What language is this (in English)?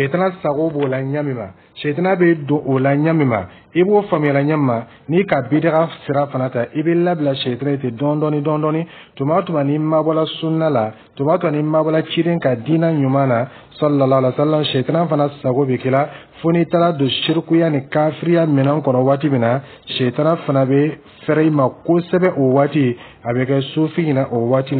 Dyula